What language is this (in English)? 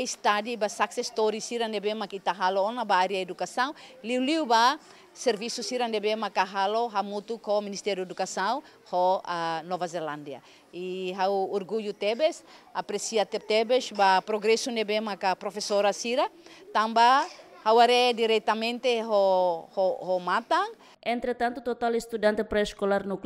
Tetum